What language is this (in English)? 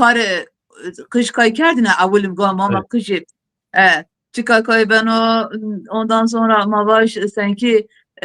Zaza